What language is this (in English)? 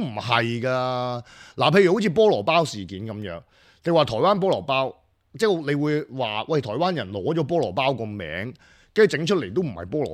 Cantonese